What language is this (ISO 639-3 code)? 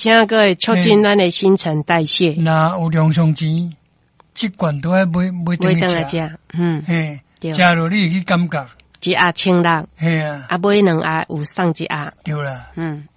nan